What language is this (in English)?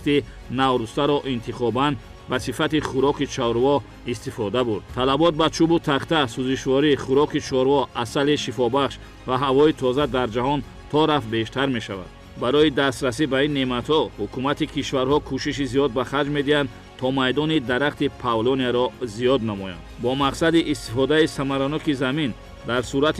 Tajik